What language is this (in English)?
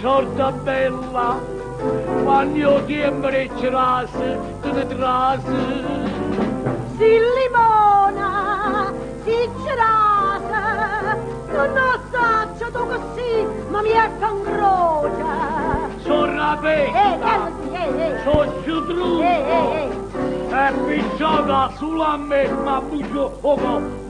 Neapolitan